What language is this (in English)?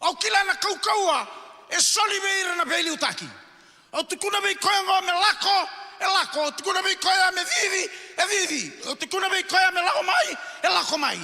Fijian